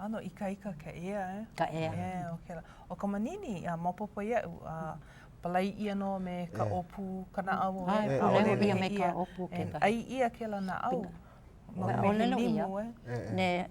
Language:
Hawaiian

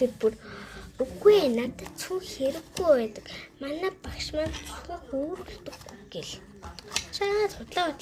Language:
Mongolian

